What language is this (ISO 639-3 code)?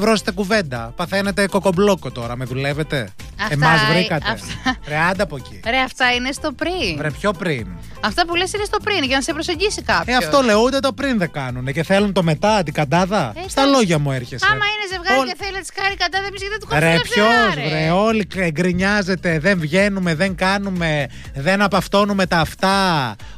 ell